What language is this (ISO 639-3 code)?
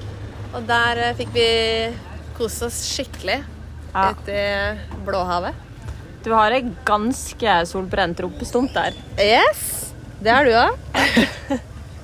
nor